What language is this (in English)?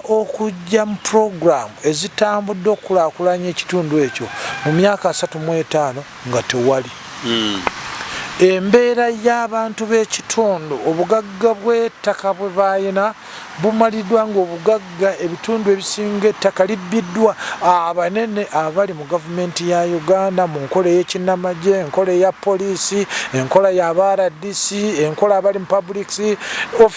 Ganda